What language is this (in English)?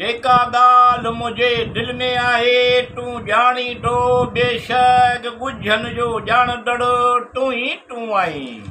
Sindhi